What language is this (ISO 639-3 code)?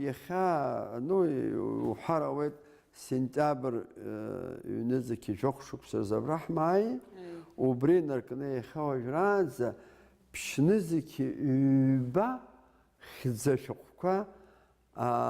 abk